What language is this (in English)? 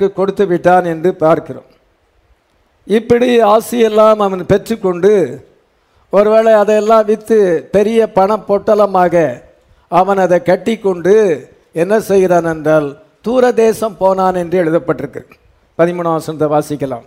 Tamil